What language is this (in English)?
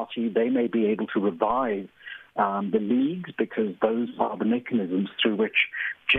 English